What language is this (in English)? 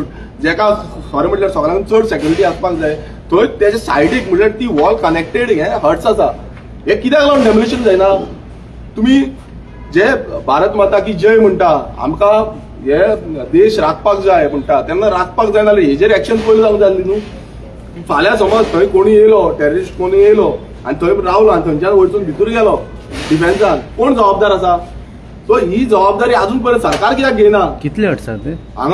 Konkani